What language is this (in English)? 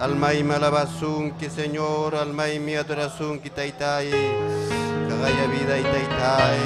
Ayacucho Quechua